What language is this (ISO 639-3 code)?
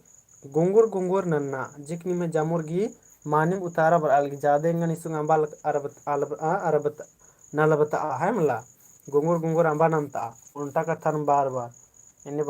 kru